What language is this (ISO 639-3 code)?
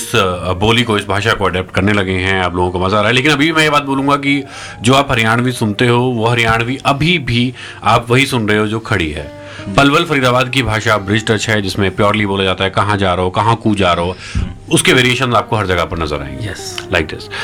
hin